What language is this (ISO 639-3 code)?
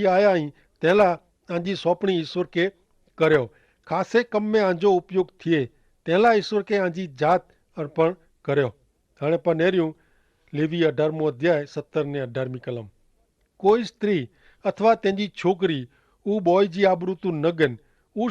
kfr